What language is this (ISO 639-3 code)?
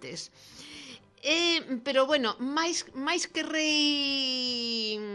glg